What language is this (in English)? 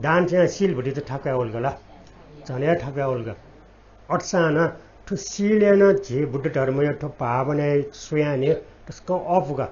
Newari